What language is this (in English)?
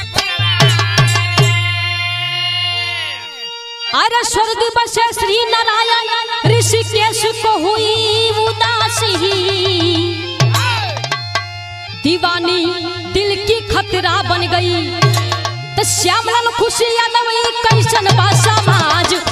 Bhojpuri